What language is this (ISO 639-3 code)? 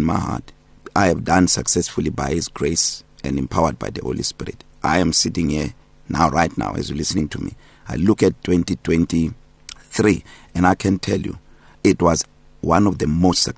eng